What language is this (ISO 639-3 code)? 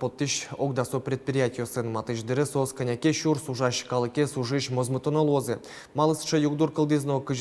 udm